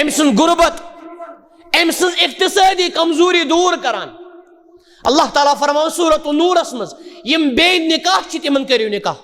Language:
Kashmiri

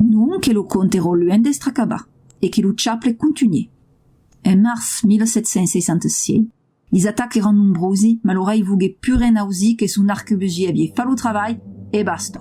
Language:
Occitan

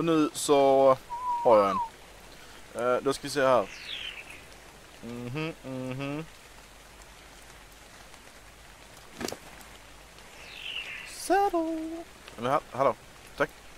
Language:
Swedish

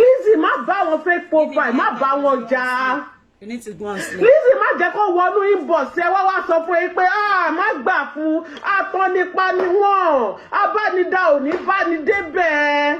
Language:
Yoruba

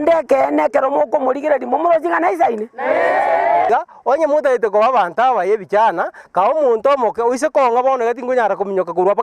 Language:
Gusii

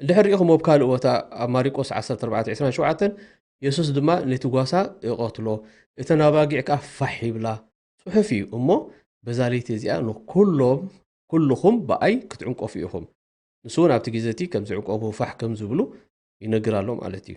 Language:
Tigrinya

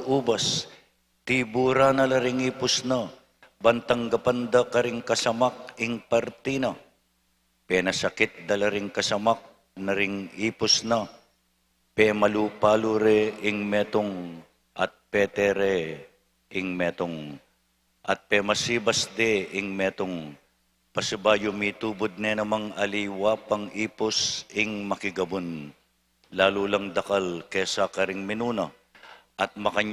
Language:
Pampanga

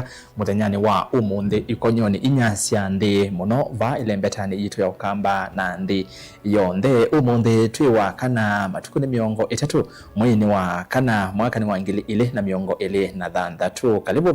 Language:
Kamba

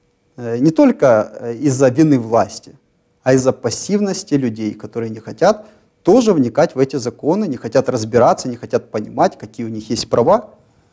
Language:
Russian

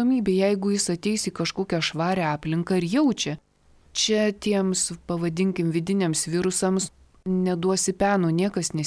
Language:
Lithuanian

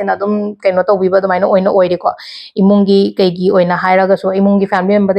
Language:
Manipuri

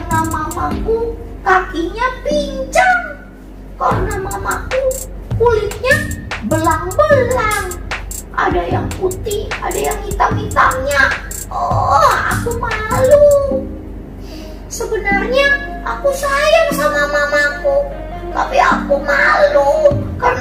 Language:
Indonesian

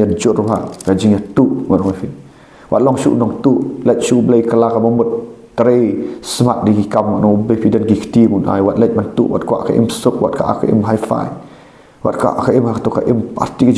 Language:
Khasi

